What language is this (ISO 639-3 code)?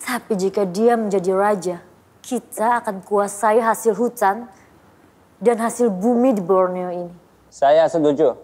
bjn